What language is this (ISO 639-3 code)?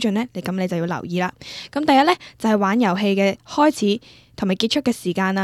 yue